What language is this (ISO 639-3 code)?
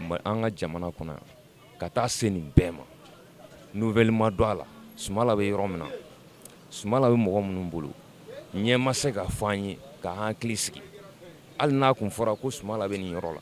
bam